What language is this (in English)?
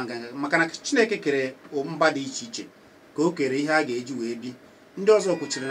Igbo